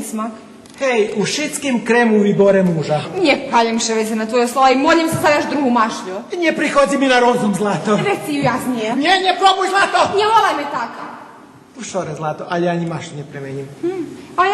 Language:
Rusyn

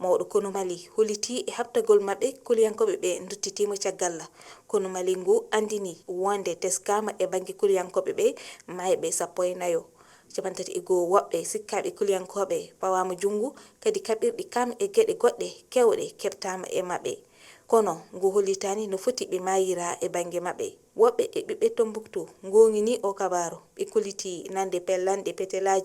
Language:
Fula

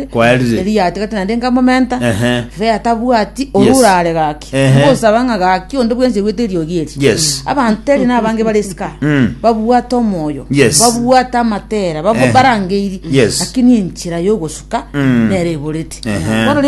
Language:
Gusii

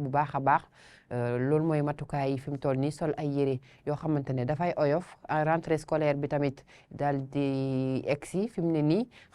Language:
Wolof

